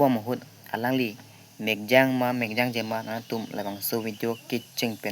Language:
Karbi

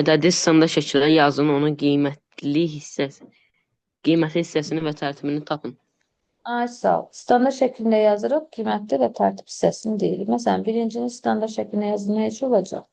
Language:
Azerbaijani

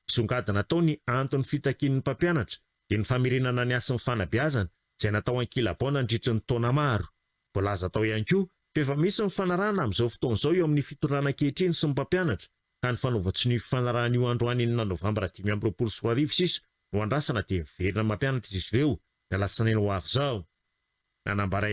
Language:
Malagasy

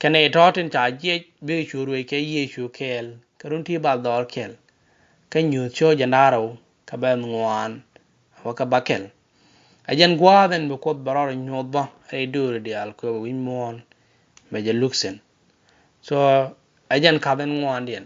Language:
Nuer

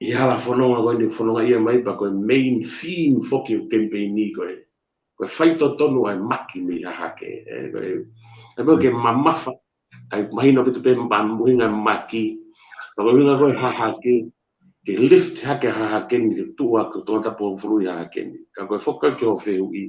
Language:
Tongan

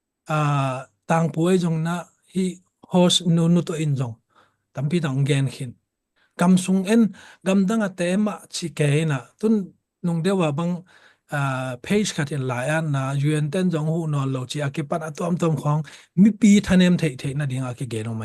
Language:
Tedim Chin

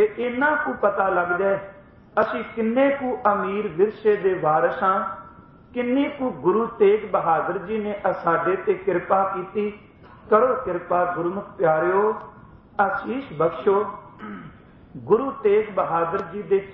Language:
Punjabi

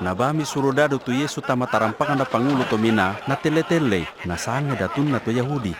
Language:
Toraja-Sa'dan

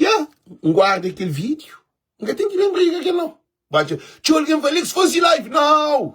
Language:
Kabuverdianu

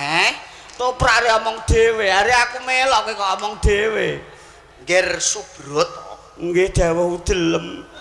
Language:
Javanese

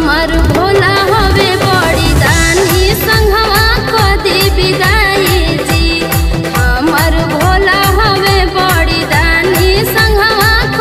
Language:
Bhojpuri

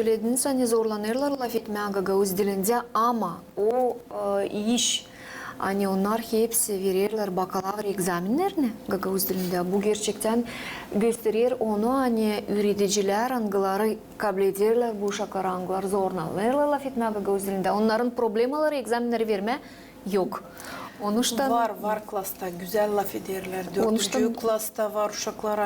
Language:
Gagauz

